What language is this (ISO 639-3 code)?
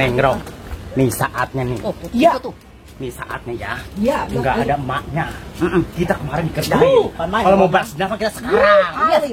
bew